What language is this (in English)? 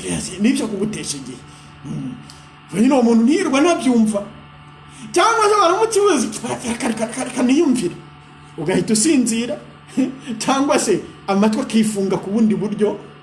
Kinyarwanda